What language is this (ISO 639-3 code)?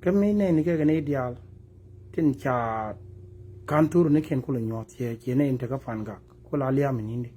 nus